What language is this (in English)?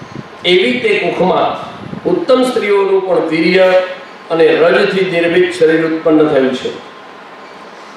Gujarati